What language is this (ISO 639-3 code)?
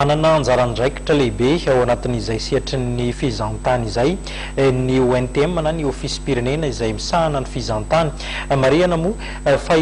mlg